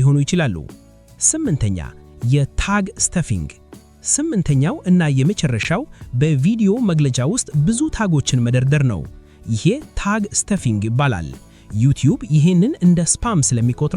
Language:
Amharic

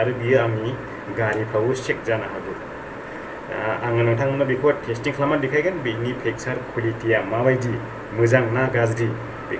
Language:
Bodo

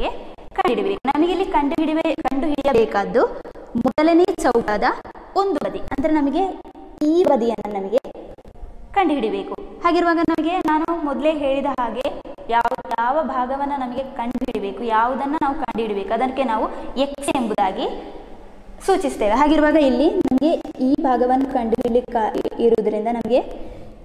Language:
Kannada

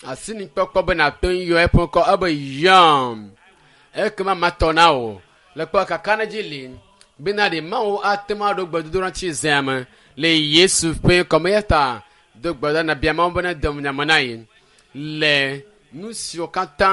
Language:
Ewe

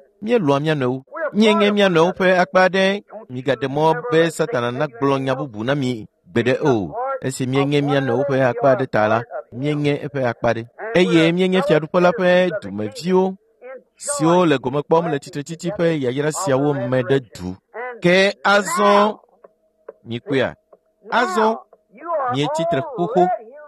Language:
Ewe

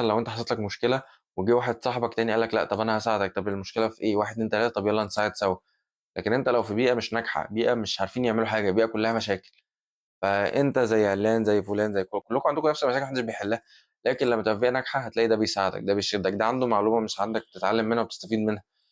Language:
Egyptian Arabic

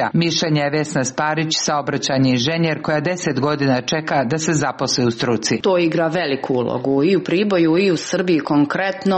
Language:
Serbian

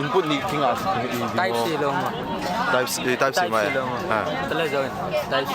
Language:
Tedim Chin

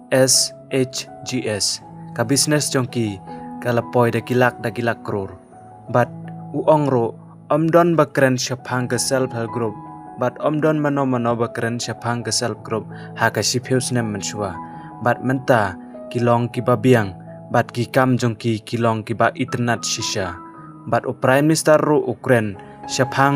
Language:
Khasi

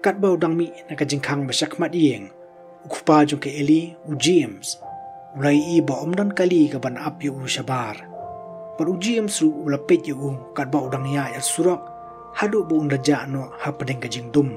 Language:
Khasi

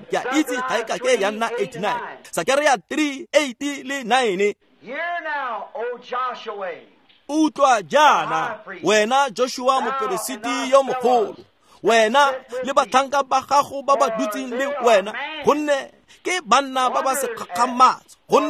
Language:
Tswana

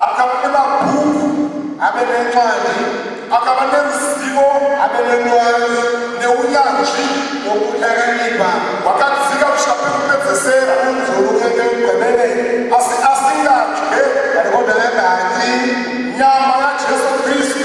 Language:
Shona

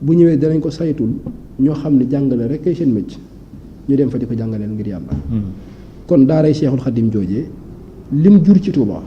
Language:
Wolof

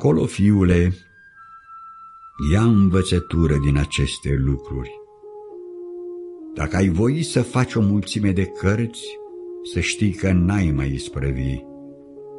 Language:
Romanian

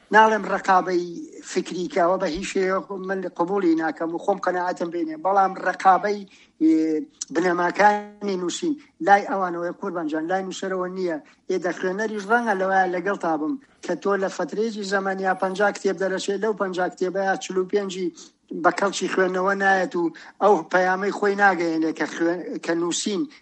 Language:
Central Kurdish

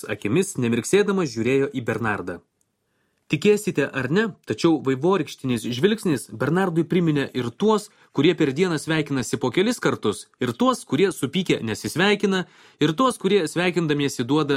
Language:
Lithuanian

